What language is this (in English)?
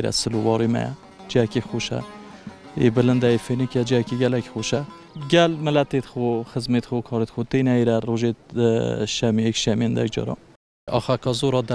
Kurdish